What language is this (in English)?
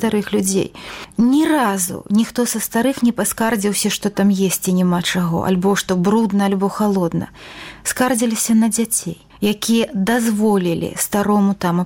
Belarusian